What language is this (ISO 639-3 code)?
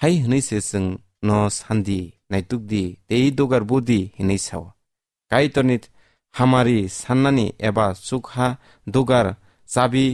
trp